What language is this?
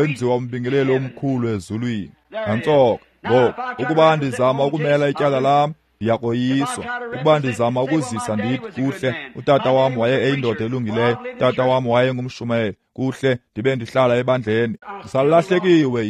Xhosa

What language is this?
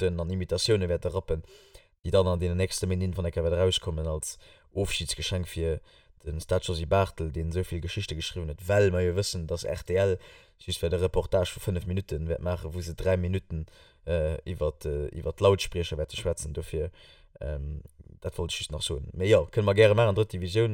Luxembourgish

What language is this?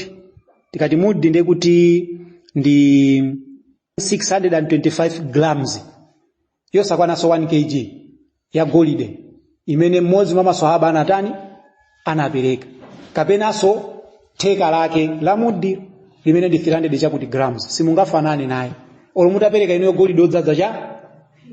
Nyanja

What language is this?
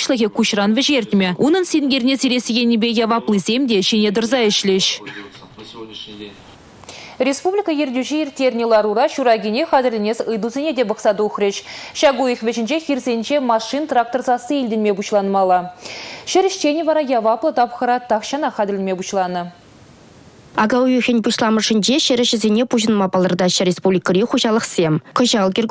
Chuvash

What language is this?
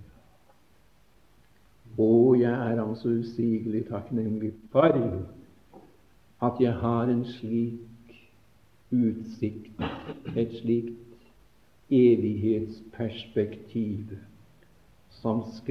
Norwegian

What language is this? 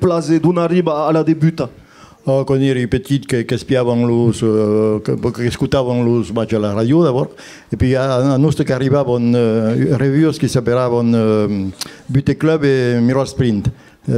Occitan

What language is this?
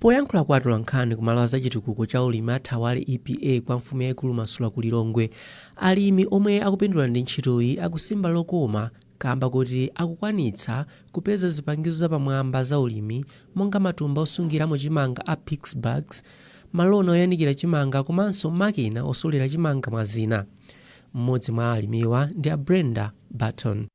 Nyanja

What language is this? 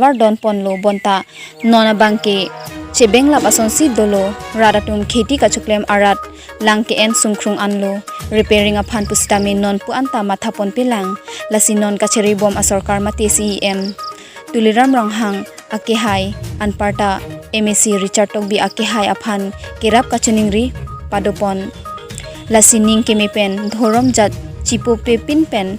Karbi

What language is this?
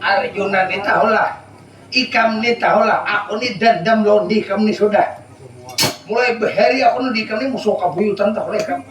Banjar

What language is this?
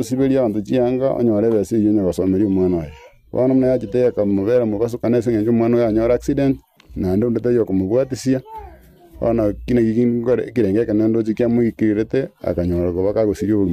Gusii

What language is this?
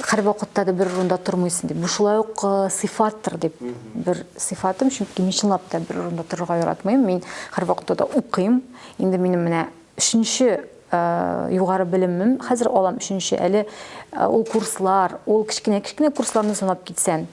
Tatar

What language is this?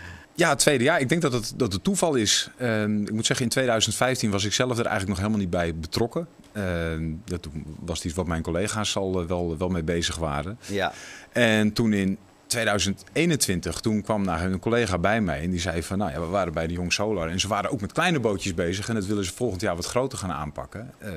Dutch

